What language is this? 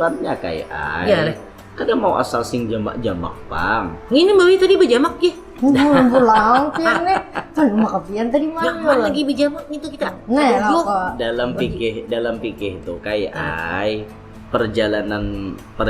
Banjar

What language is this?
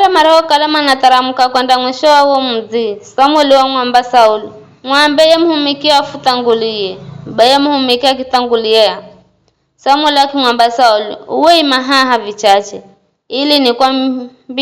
Giryama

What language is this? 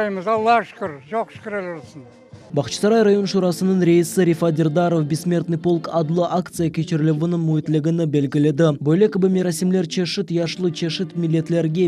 Crimean Tatar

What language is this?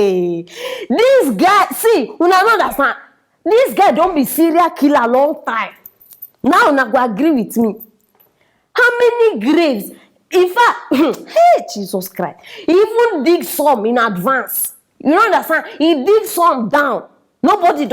Nigerian Pidgin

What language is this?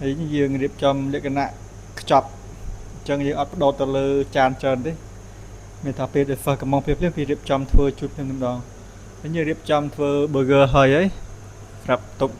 Khmer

